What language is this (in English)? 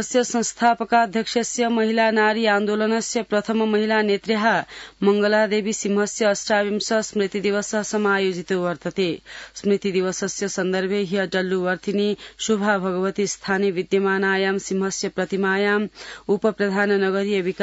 Sanskrit